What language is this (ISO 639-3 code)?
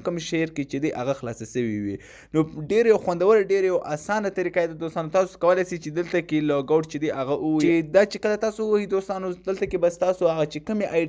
pus